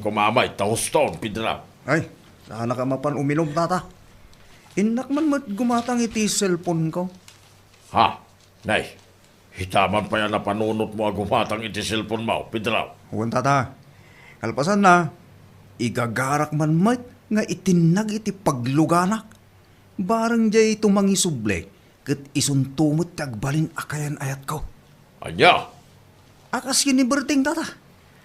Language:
Iloko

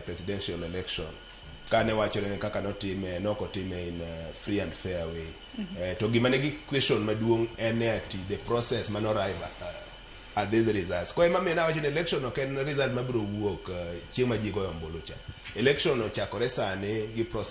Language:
Luo (Kenya and Tanzania)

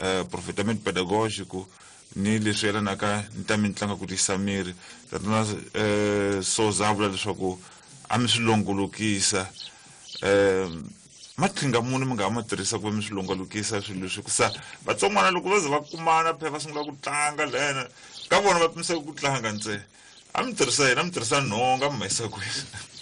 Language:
Tsonga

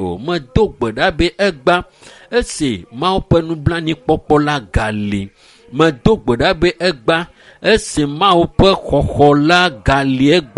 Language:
Ewe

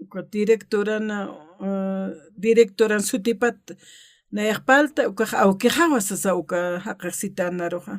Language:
Aymara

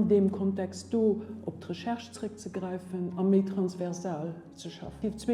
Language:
Luxembourgish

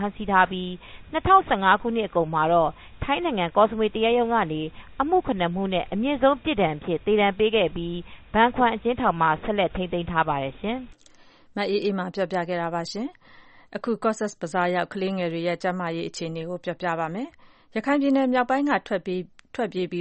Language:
Burmese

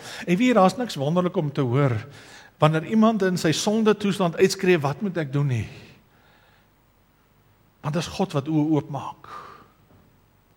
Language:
Afrikaans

